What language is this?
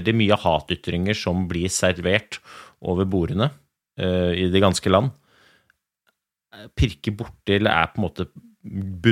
Norwegian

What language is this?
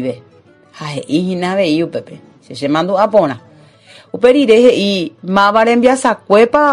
Guarani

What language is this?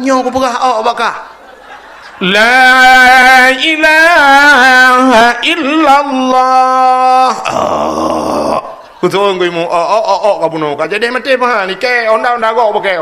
Achinese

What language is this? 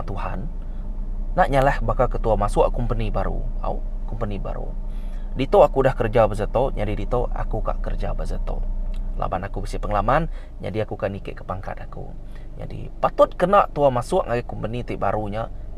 Iban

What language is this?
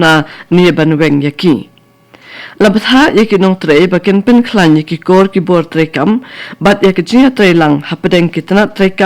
Khasi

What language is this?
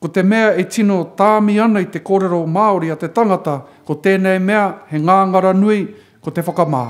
Māori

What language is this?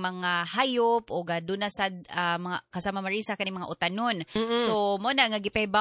Cebuano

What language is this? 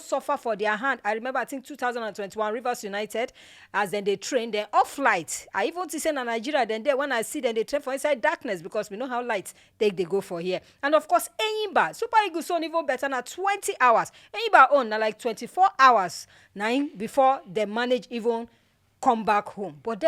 Nigerian Pidgin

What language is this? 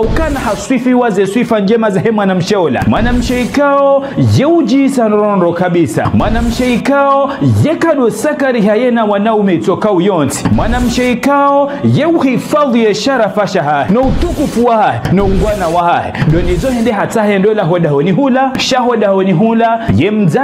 Ngazidja Comorian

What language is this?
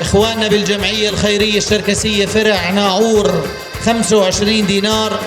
North Levantine Arabic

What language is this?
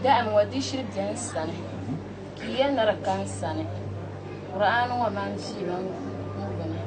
Dagbani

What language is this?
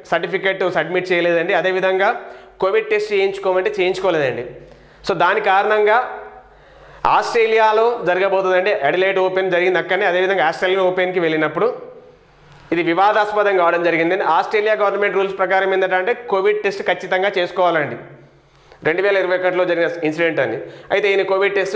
Telugu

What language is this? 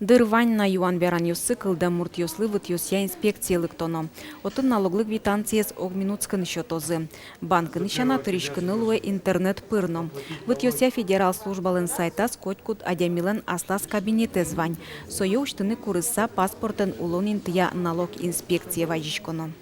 Udmurt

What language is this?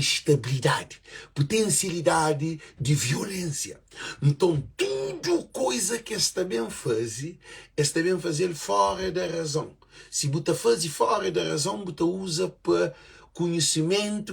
Kabuverdianu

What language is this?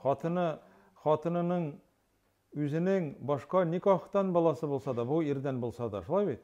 Tatar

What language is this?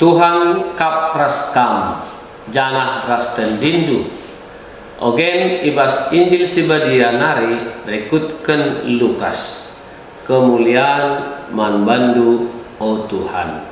Batak Karo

